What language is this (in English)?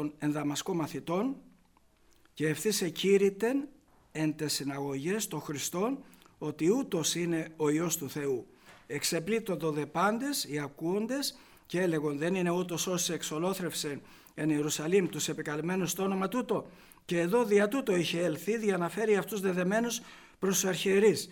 Greek